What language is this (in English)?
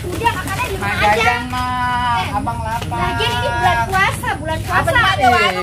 Betawi